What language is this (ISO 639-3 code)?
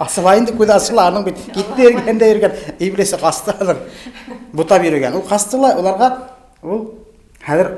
bak